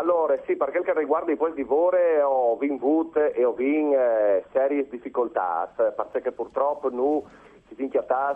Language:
Friulian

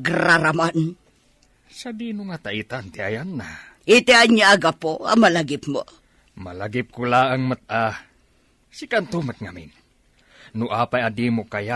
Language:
Iloko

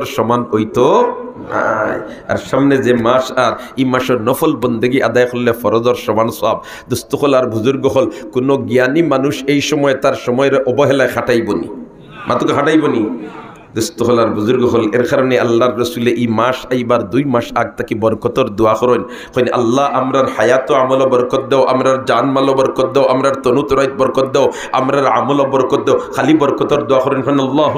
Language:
Sylheti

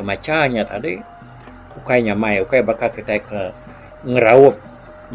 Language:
Iban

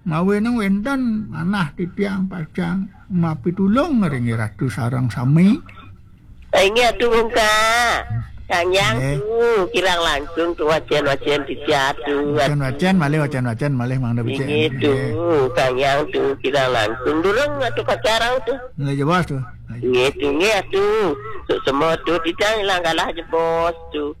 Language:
Balinese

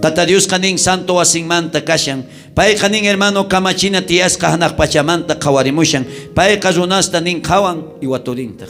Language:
South Bolivian Quechua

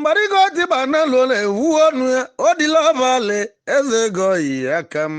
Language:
Igbo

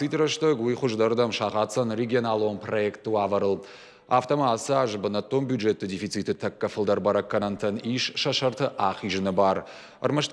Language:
Ossetic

